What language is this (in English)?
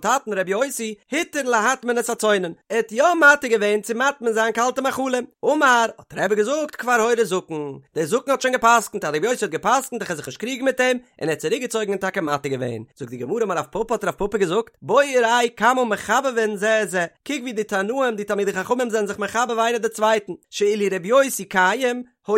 Yiddish